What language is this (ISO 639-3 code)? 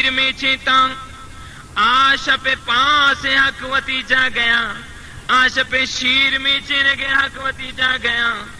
bal